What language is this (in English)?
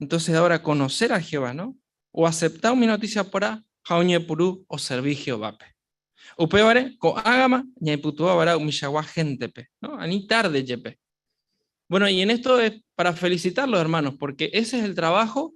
Guarani